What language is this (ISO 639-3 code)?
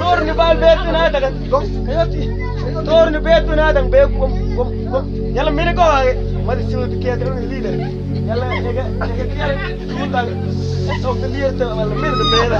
mfz